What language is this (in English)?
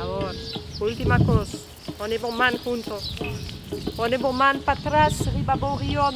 Papiamento